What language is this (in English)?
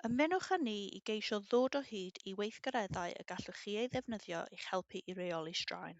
Welsh